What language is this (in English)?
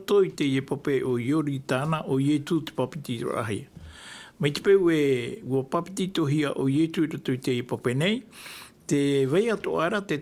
Tahitian